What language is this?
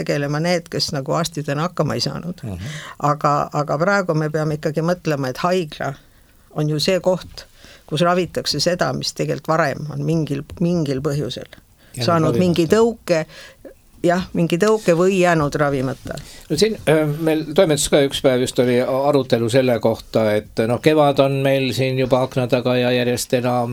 Estonian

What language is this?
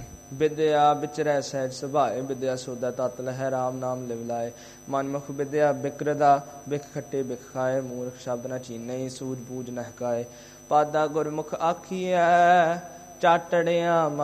Punjabi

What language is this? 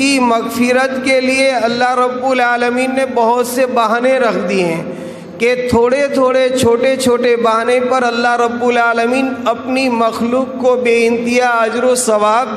Urdu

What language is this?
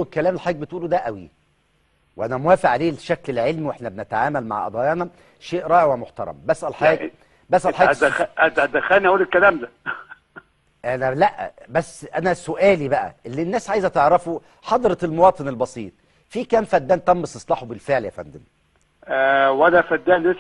Egyptian Arabic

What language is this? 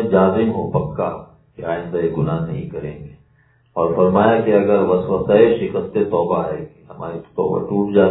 Urdu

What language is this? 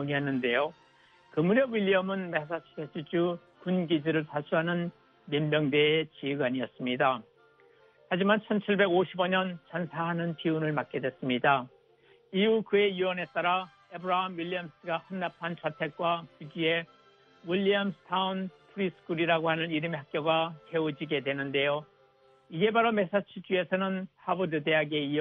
Korean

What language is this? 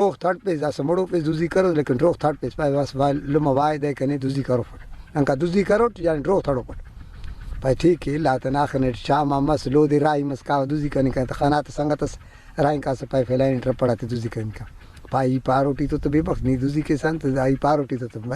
Brahui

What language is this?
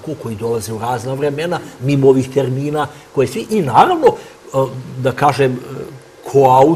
Serbian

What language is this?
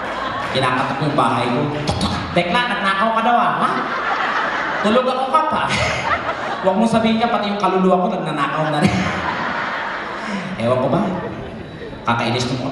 Filipino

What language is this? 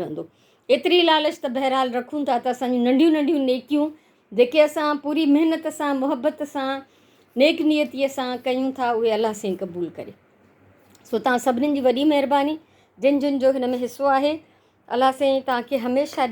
Sindhi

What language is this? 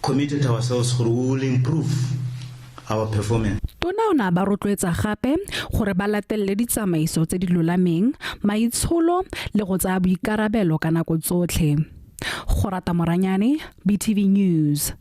Tswana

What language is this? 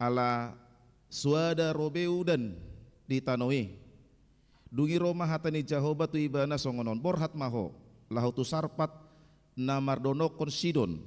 Batak Toba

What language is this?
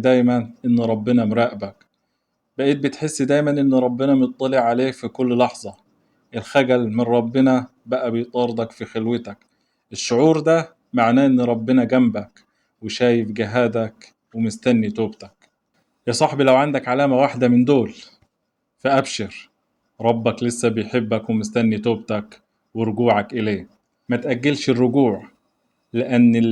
Egyptian Arabic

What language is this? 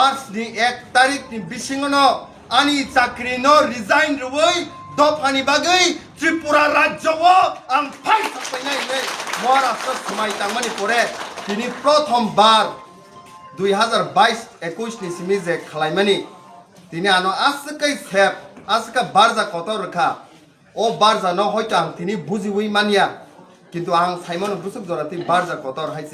Kok Borok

